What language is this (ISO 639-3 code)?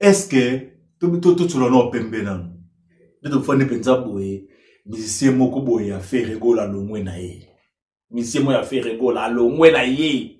lin